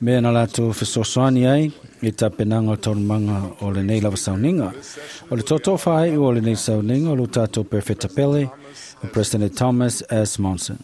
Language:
Samoan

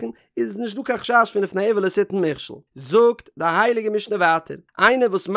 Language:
Yiddish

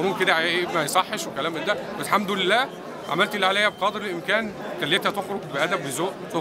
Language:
Egyptian Arabic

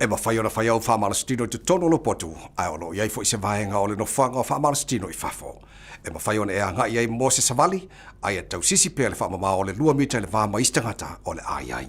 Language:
Samoan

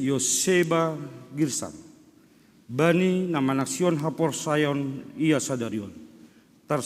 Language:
Batak Simalungun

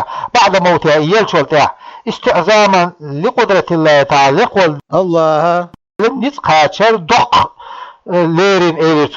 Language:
Chechen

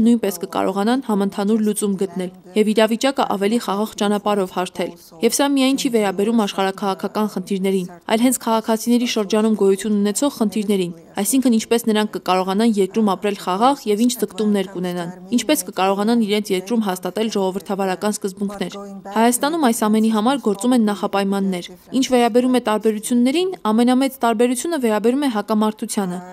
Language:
Armenian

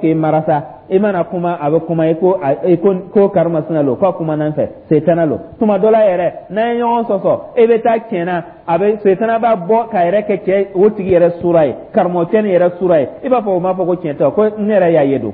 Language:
Dyula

